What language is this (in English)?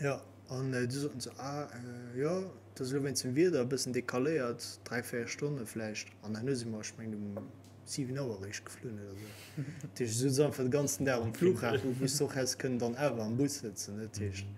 Luxembourgish